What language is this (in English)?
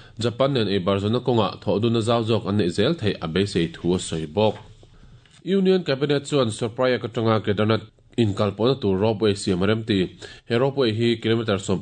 Mizo